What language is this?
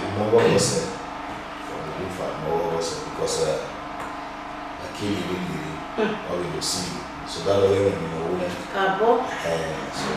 Bini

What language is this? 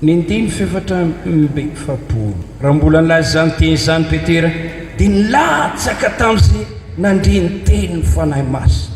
Malagasy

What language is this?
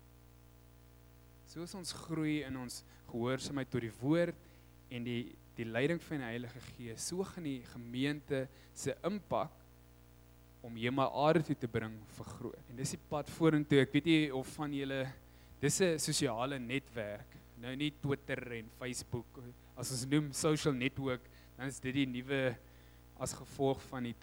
Afrikaans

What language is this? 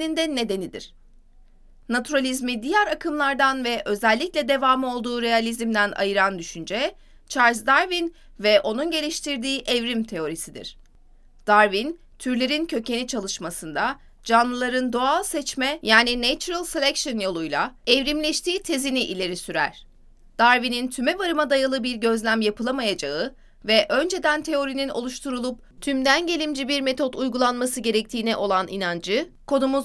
Turkish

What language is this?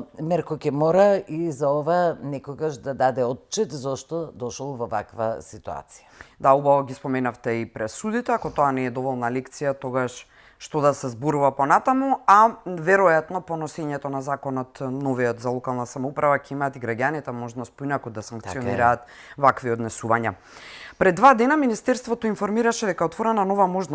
Macedonian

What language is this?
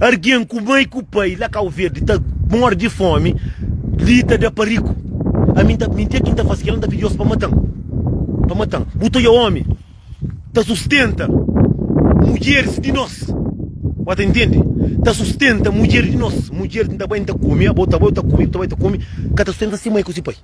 Kabuverdianu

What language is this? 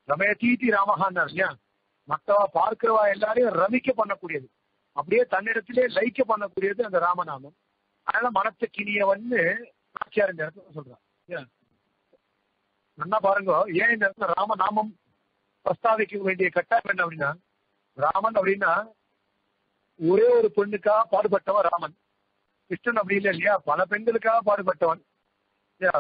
Tamil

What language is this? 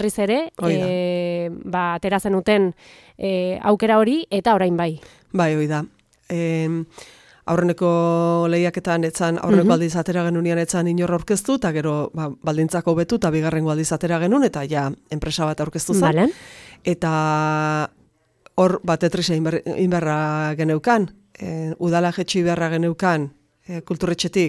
Basque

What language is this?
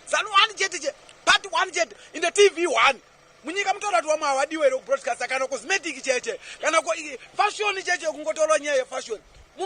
Shona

